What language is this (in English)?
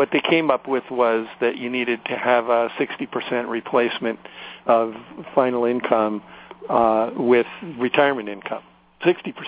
English